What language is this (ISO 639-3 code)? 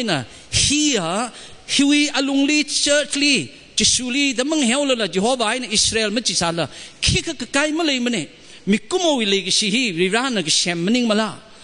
nmf